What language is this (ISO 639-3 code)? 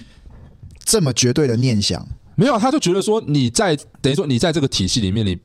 zho